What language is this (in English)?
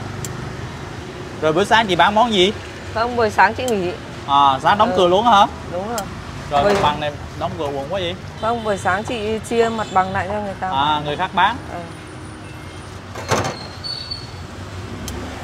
Vietnamese